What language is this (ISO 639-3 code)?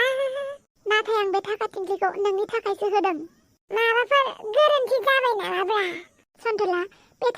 brx